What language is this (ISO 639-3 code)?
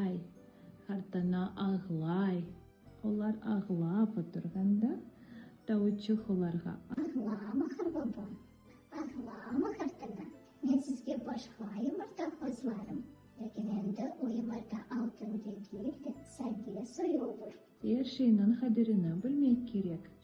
crh